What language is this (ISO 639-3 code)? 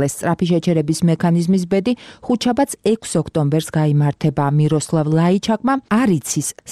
kat